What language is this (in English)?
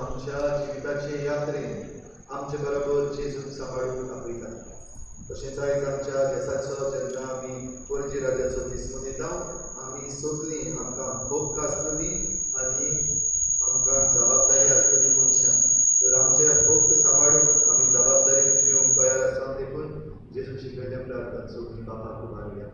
Konkani